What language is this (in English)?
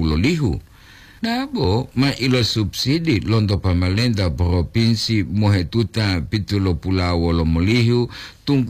Gorontalo